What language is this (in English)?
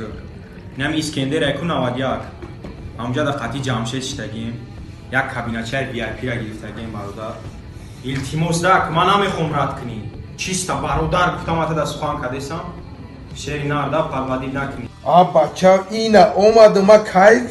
Tajik